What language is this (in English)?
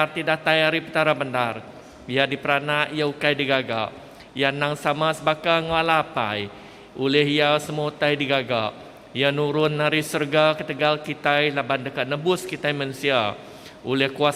Iban